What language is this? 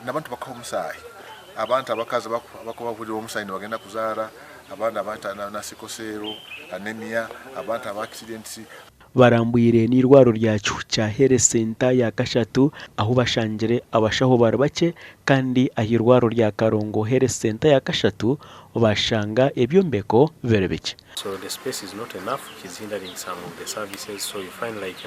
Nyankole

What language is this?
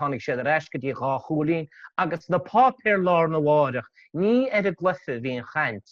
Irish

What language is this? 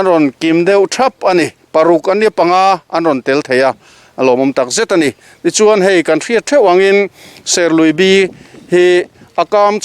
Mizo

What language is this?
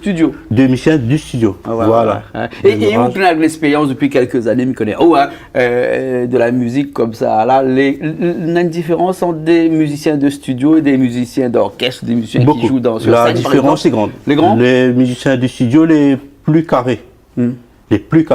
Réunion Creole French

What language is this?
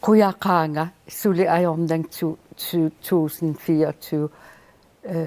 Kalaallisut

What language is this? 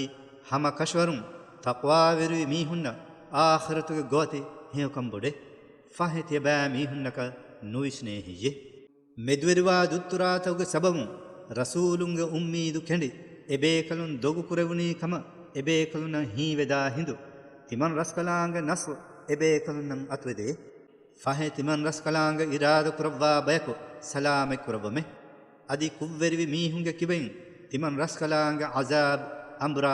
Divehi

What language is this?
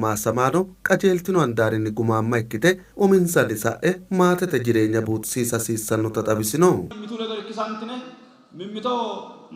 Sidamo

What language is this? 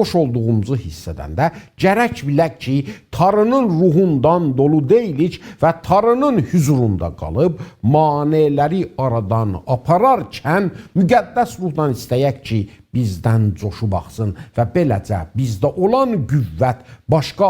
South Azerbaijani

